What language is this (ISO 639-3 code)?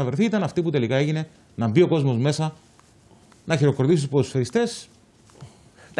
ell